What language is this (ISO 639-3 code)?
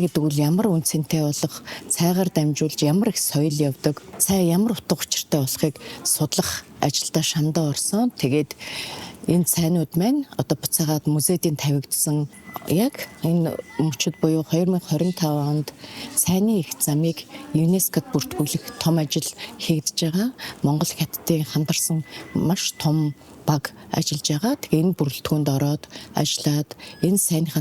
mon